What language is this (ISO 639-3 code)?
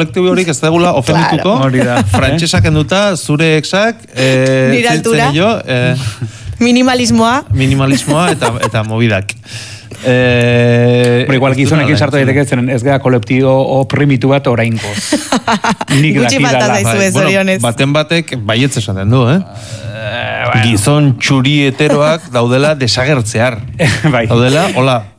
eus